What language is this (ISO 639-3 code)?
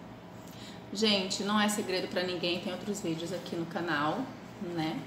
por